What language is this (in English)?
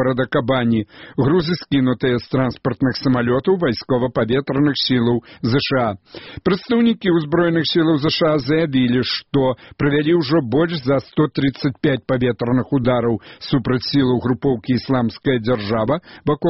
Belarusian